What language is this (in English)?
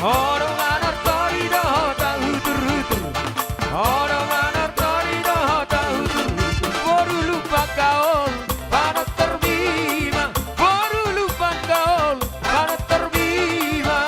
Batak Toba